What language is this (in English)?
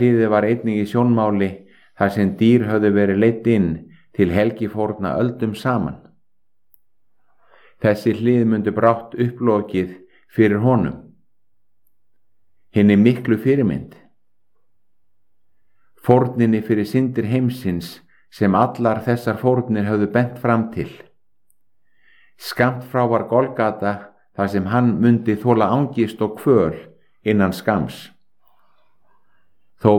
Icelandic